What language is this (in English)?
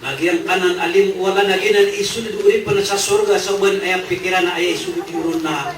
Maranao